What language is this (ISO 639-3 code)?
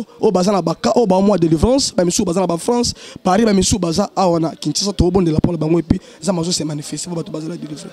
lin